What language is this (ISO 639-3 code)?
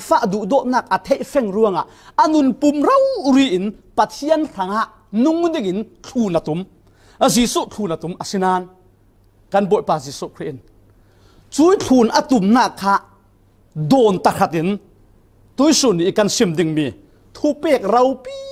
cfm